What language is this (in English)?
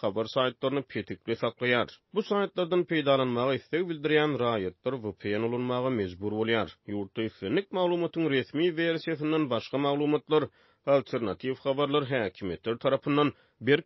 Turkmen